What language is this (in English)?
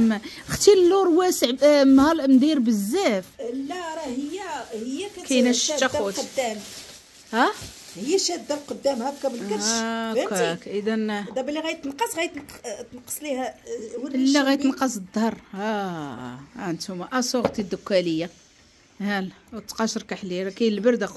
Moroccan Arabic